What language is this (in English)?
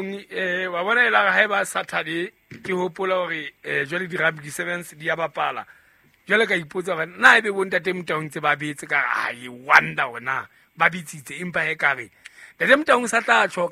Southern Sotho